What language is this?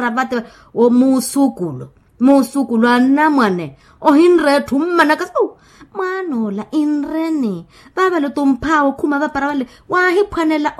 Makhuwa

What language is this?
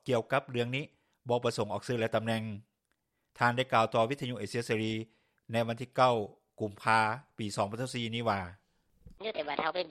Lao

